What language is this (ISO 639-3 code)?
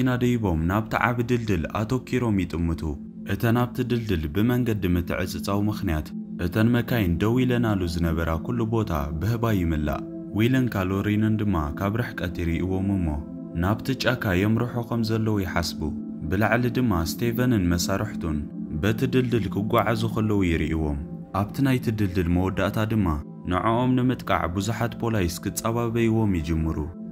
tir